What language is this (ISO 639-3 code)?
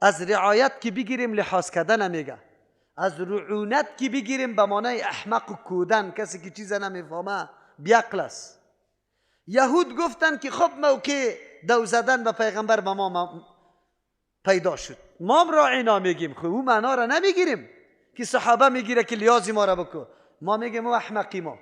fas